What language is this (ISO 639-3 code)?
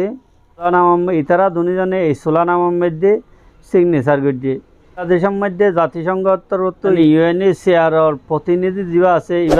rhg